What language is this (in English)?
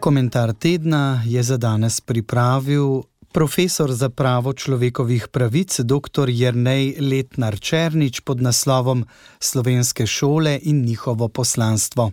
Slovenian